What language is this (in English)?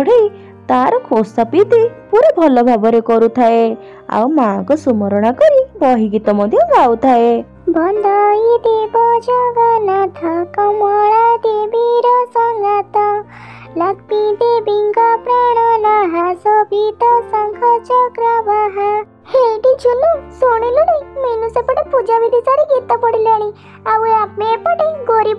Odia